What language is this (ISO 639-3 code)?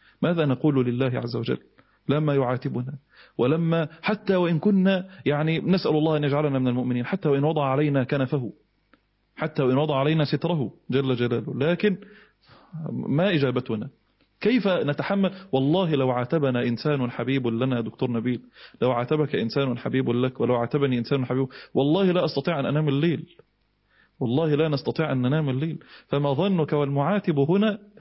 ara